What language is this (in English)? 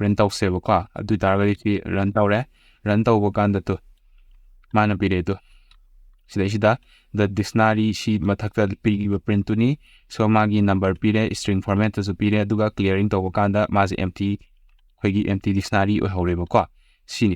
Manipuri